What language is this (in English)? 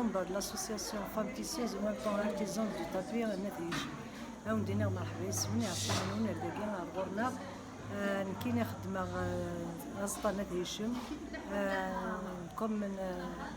Kabyle